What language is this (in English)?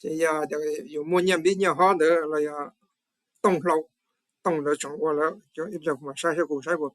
Hmong